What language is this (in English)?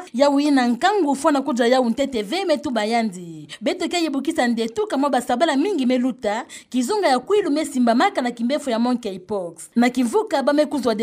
Kituba (Democratic Republic of Congo)